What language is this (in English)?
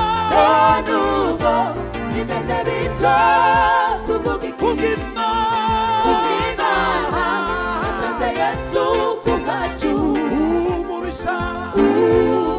Kinyarwanda